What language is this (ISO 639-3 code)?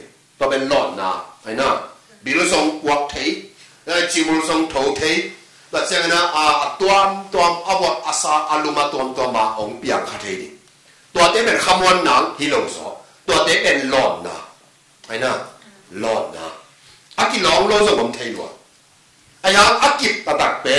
ctd